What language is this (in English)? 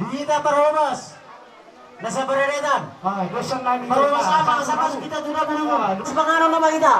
Batak Toba